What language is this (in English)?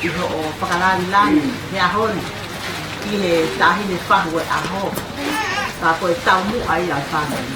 Tongan